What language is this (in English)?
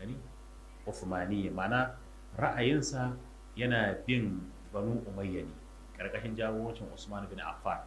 Hausa